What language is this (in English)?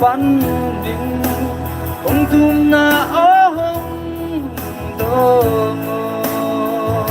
Paite Chin